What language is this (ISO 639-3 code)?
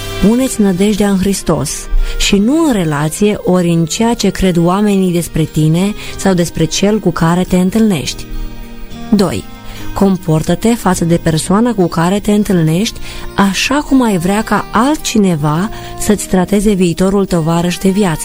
ron